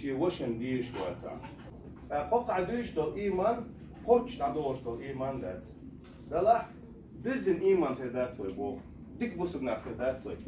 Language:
Chechen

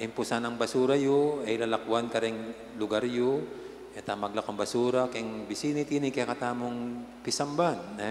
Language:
Pampanga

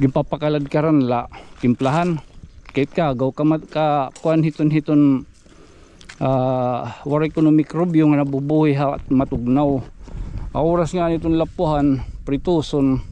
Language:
Waray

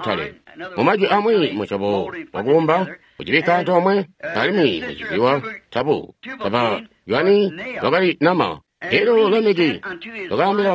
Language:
Tonga (Zambia)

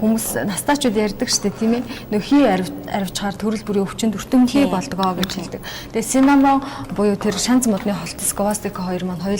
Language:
Mongolian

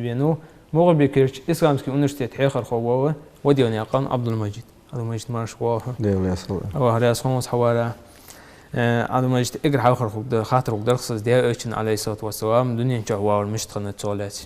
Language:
Ingush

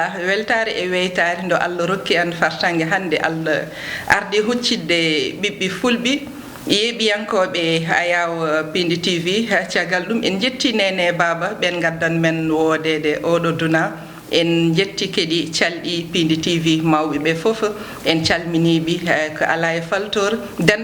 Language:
Fula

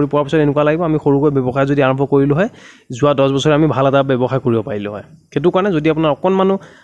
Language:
Assamese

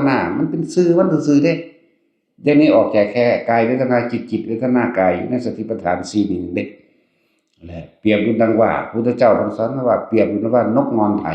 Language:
Northeastern Thai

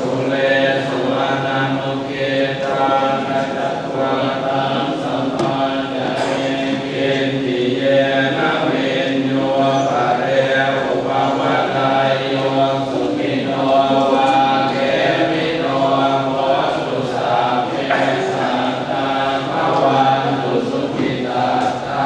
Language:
Pali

